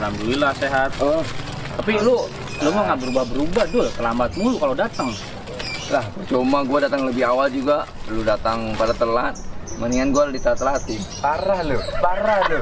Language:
Betawi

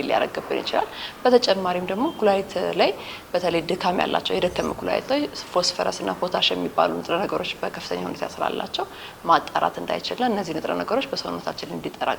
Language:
Amharic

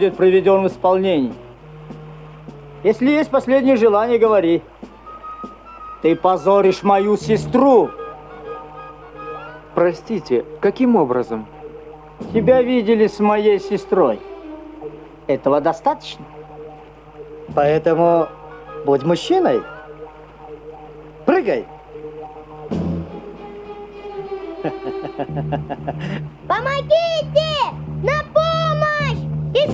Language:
Russian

